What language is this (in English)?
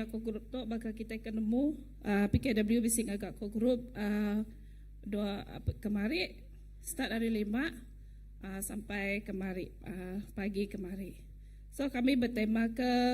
Iban